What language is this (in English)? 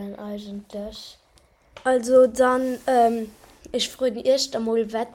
Luxembourgish